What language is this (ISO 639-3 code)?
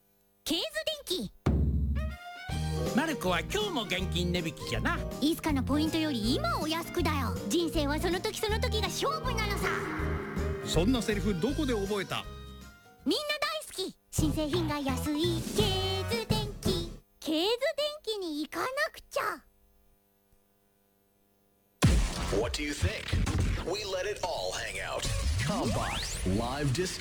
jpn